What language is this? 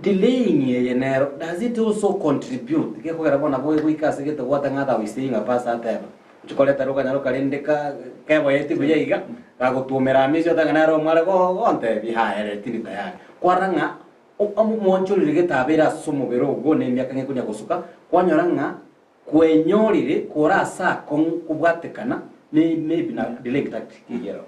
Gusii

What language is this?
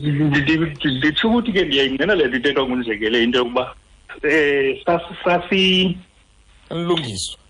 Xhosa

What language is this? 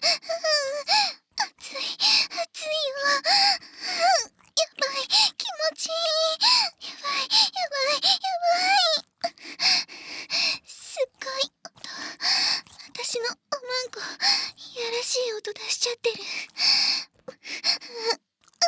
Japanese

